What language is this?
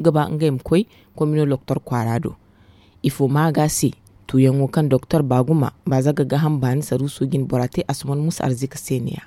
Zarma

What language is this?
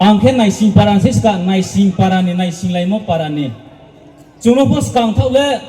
Riang (India)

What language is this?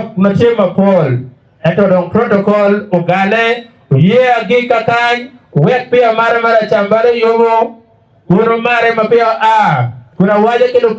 Acoli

